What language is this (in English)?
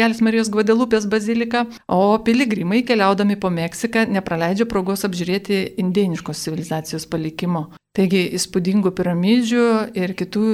Lithuanian